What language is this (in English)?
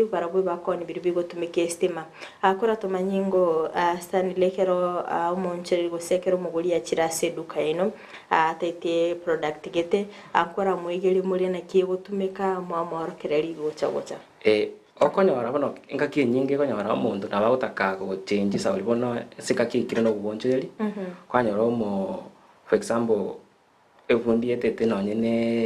Gusii